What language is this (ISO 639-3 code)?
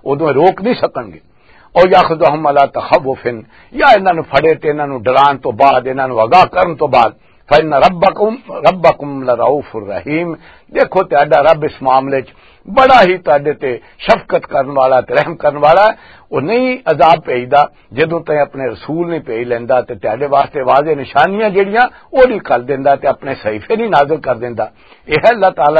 lah